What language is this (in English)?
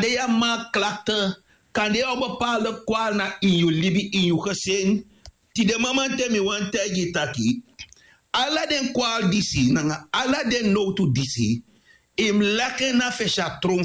Sranan Tongo